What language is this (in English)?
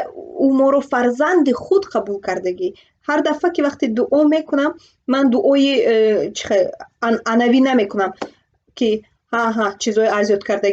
Tajik